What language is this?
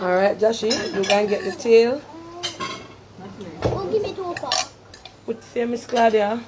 Jamaican Creole English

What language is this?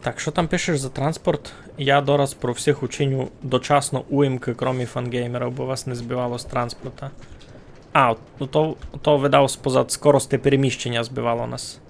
Rusyn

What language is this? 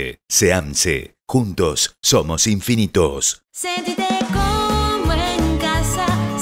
Spanish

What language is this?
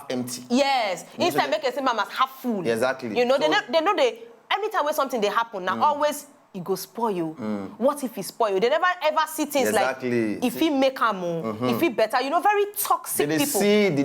Nigerian Pidgin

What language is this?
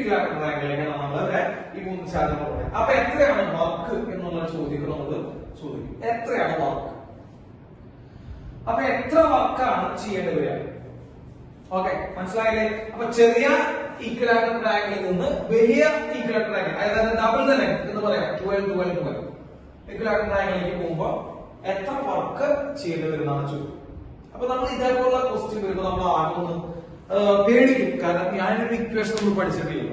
Malayalam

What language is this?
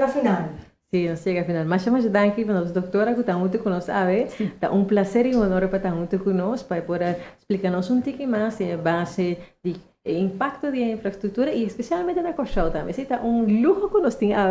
Papiamento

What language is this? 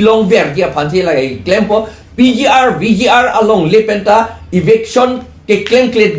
Karbi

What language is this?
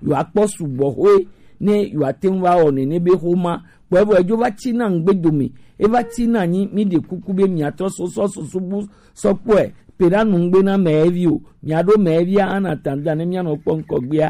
Gen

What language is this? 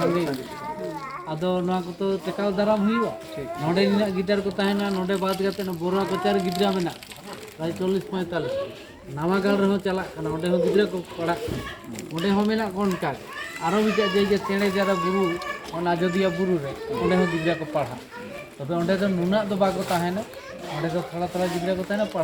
Santali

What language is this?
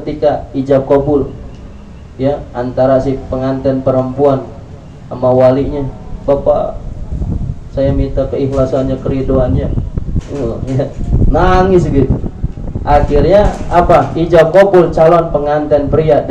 Indonesian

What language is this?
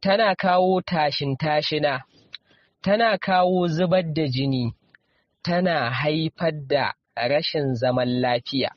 Hausa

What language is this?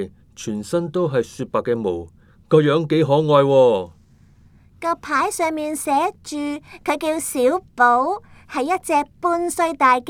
Cantonese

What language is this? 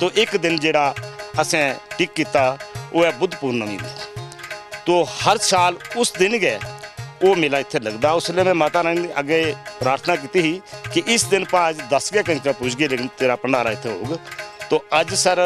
Dogri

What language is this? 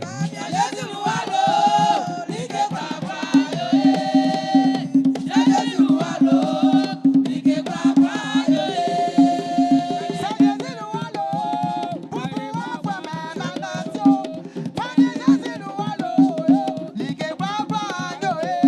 Baoulé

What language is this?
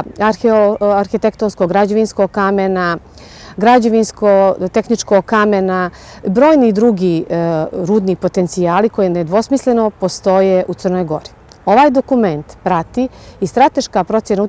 Bosnian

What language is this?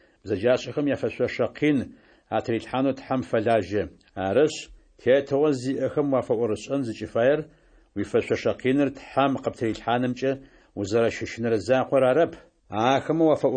Adyghe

